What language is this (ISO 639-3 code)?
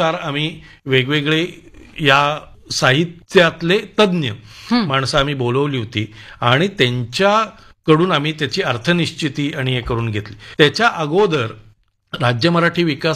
mar